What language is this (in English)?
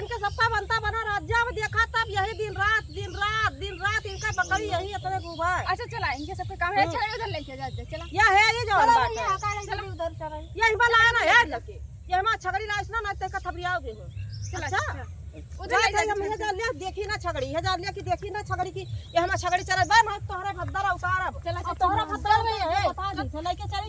Awadhi